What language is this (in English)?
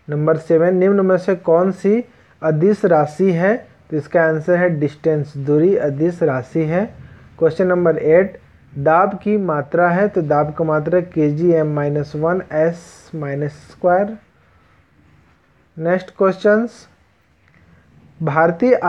Hindi